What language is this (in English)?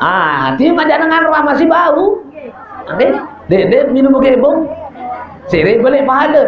Sasak